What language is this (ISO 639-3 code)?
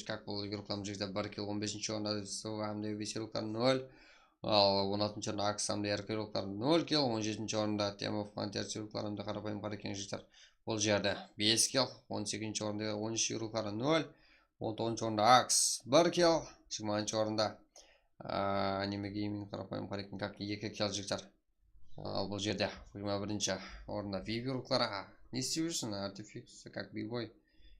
kaa